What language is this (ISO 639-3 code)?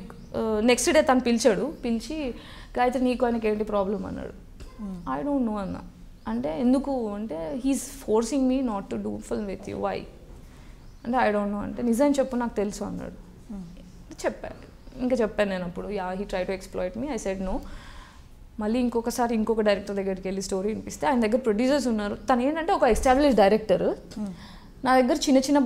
tel